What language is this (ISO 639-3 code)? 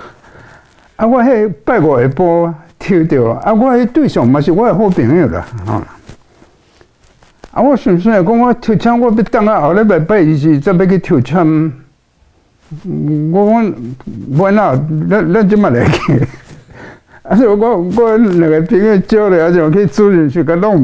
nan